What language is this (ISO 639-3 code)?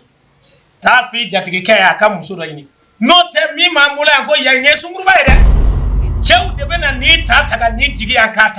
bam